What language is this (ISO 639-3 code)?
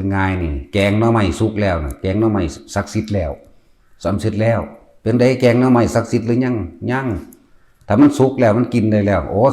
tts